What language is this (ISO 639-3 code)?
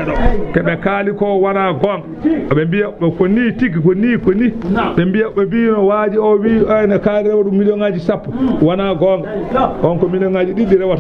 ful